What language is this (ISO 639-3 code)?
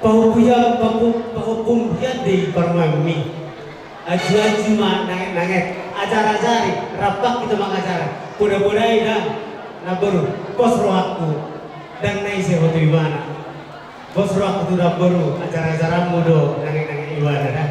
bbc